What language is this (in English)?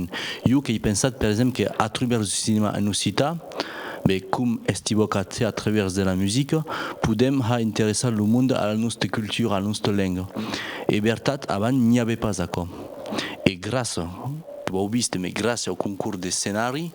Occitan